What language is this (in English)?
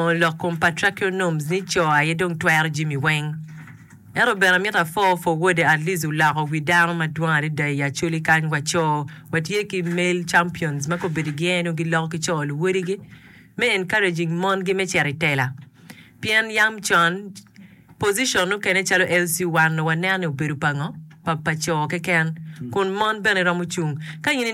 Acoli